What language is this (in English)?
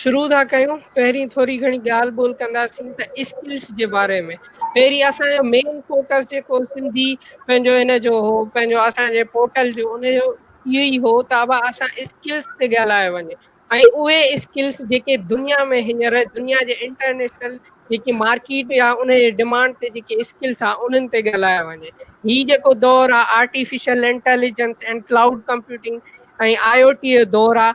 Sindhi